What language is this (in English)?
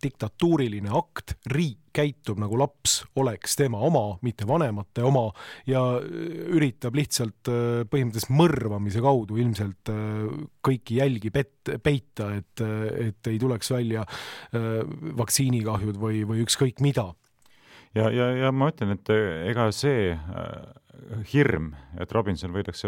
Estonian